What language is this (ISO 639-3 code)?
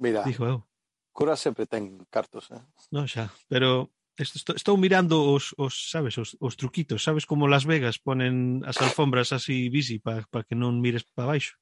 glg